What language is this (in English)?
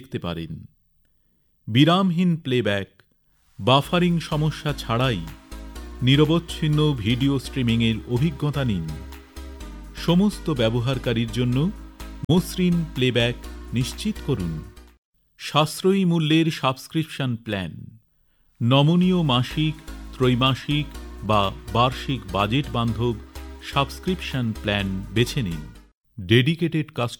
Bangla